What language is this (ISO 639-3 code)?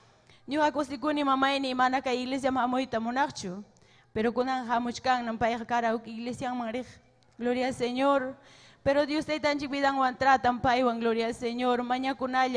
quy